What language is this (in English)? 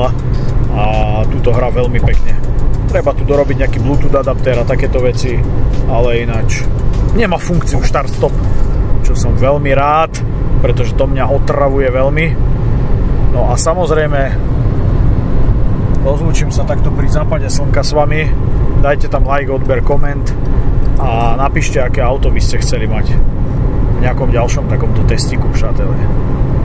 Slovak